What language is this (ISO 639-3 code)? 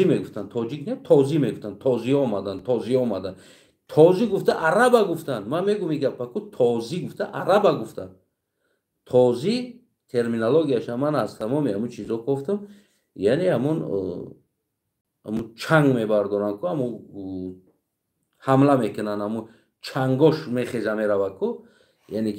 tgk